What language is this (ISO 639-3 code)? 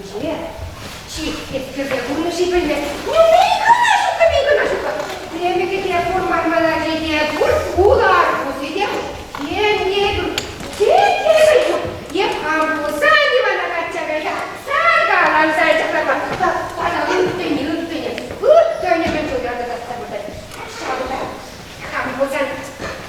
chv